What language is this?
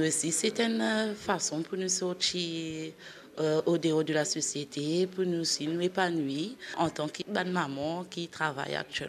Morisyen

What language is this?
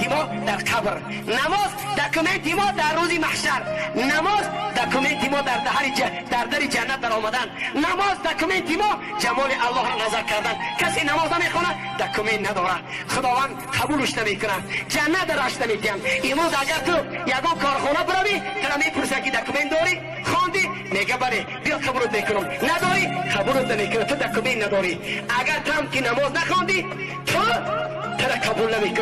Tajik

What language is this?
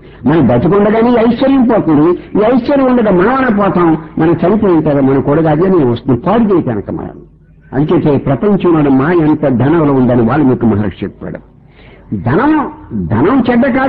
Telugu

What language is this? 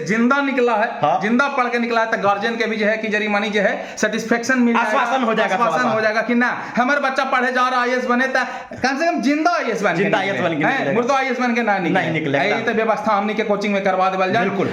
Magahi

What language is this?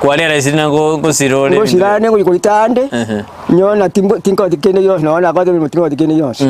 Gusii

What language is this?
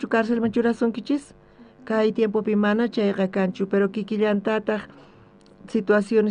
South Bolivian Quechua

